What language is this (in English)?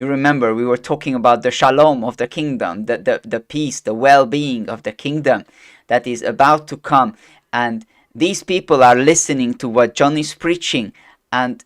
English